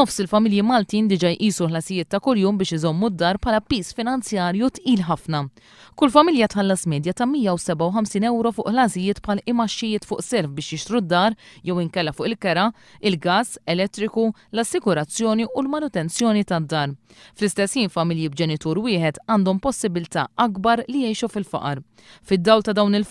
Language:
Maltese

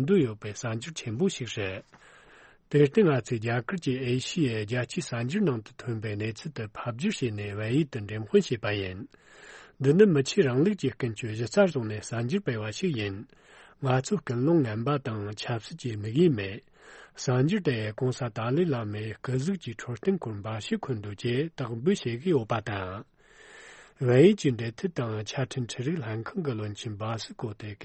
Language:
Tibetan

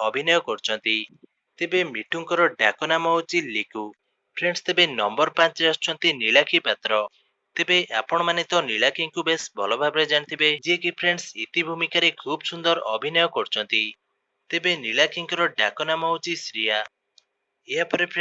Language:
Odia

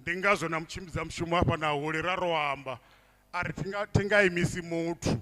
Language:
Venda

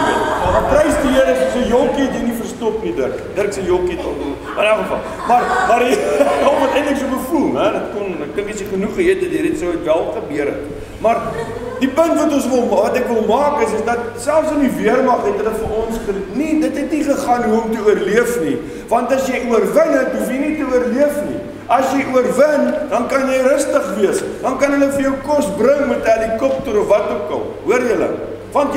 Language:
Afrikaans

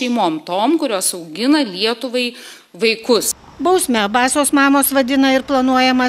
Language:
Lithuanian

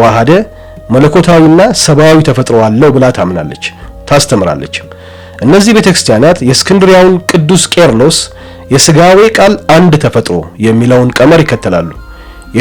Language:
Amharic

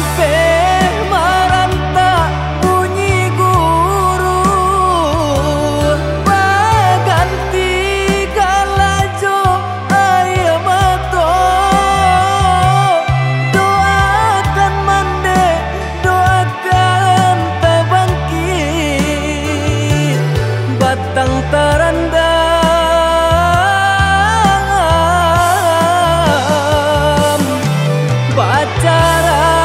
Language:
Minangkabau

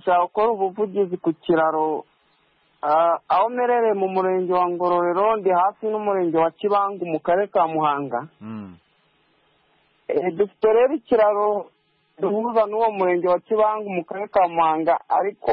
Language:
Kinyarwanda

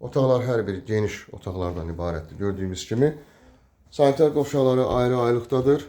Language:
Azerbaijani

